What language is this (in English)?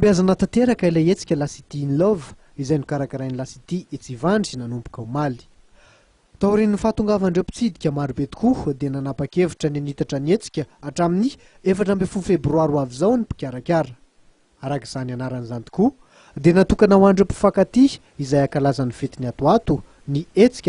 Malagasy